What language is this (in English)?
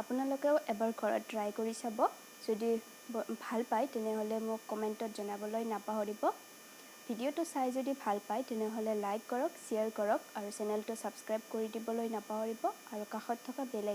Assamese